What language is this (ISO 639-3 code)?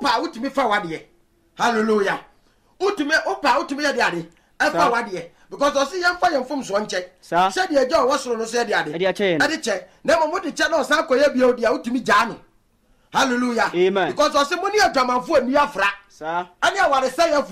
aka